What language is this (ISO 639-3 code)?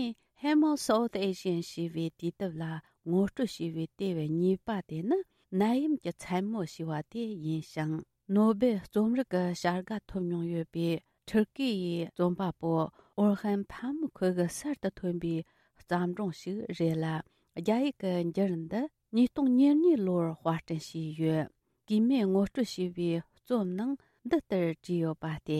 bod